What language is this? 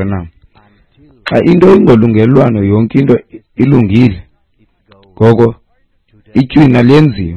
Xhosa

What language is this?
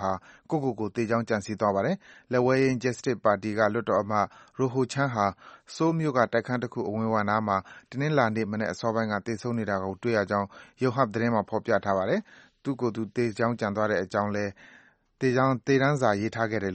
Burmese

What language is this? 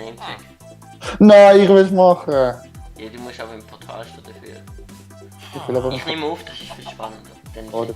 Swiss German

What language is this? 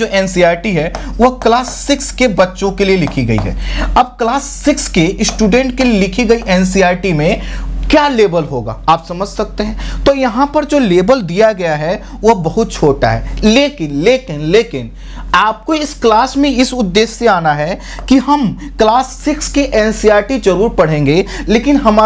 Hindi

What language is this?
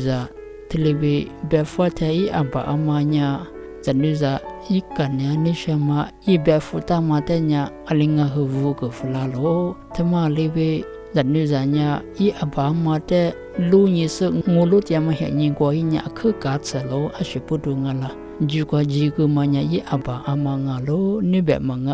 Lisu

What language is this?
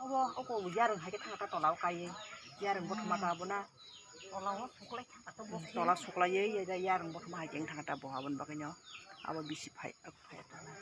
Kok Borok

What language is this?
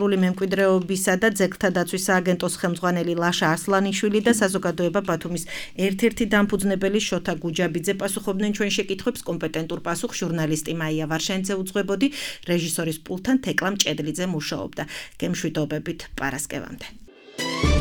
Georgian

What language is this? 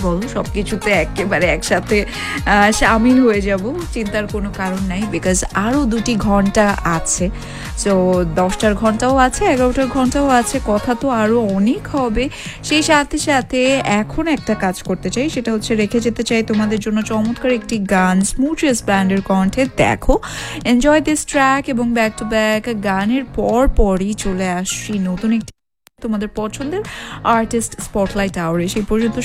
Bangla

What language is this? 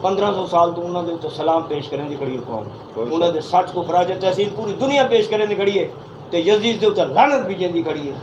Saraiki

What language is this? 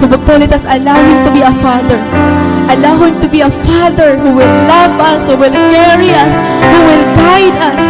Waray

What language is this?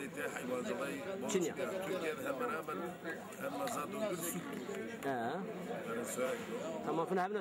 Zaza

